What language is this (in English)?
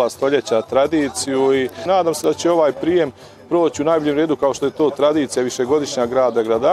Bosnian